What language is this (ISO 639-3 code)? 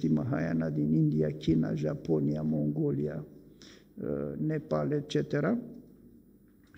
ron